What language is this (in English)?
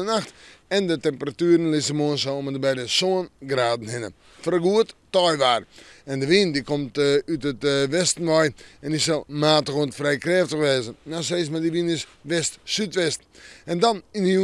Western Frisian